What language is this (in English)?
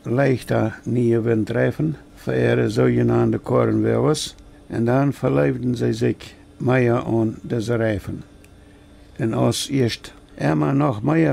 Plautdietsch